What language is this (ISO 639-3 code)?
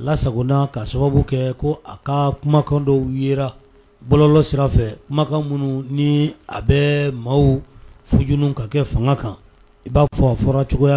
bam